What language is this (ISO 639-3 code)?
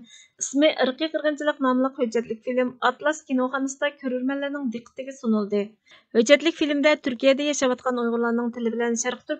uig